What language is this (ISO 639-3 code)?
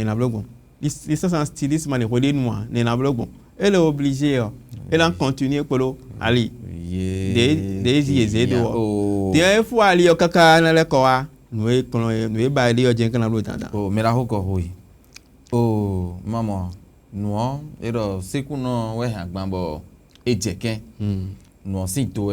fon